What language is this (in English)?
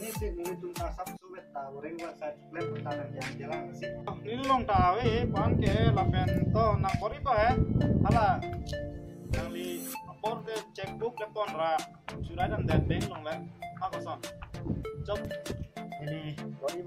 Karbi